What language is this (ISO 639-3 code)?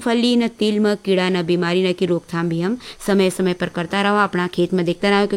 hin